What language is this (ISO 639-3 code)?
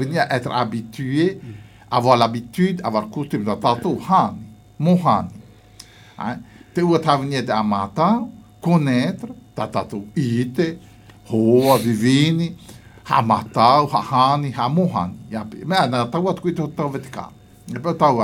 glg